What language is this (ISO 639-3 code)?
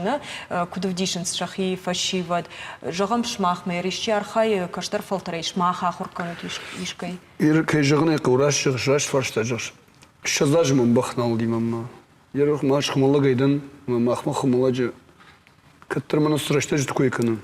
oss